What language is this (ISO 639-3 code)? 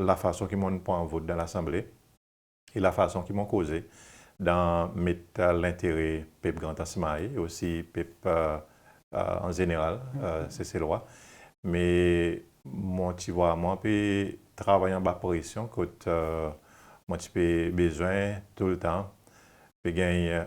crs